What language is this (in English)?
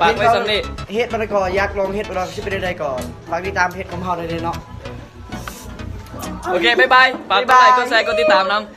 Lao